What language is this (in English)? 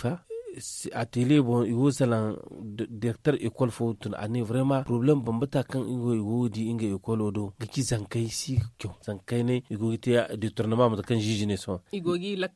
Zarma